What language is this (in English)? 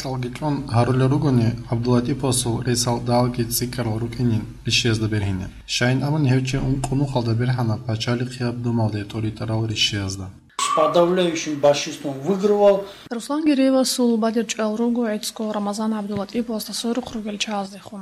Avaric